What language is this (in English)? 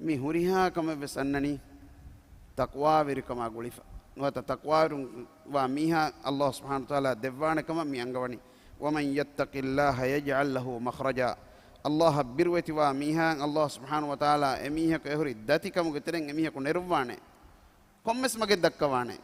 Divehi